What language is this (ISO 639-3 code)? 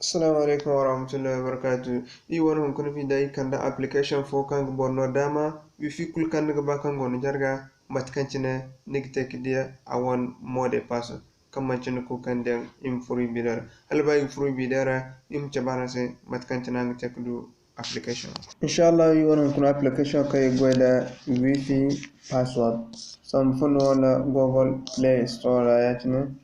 dje